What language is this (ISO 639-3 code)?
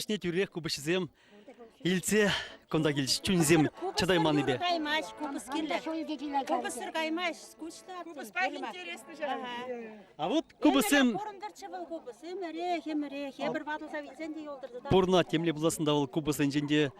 chv